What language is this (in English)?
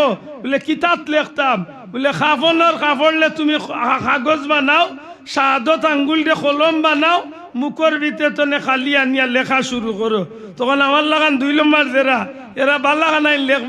Sylheti